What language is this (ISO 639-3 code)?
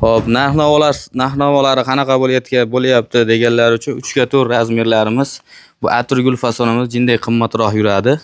uzb